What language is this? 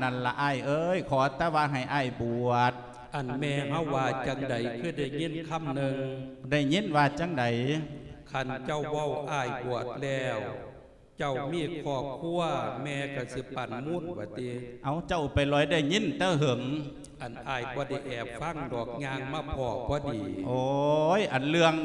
Lao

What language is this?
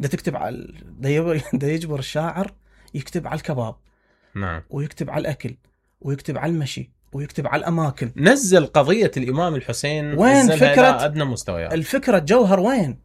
Mesopotamian Arabic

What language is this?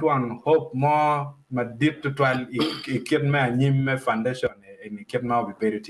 Acoli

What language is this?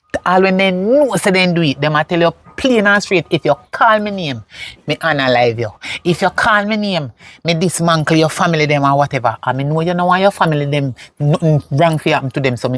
Jamaican Creole English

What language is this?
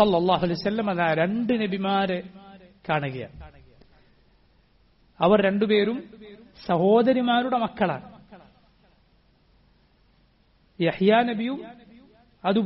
Malayalam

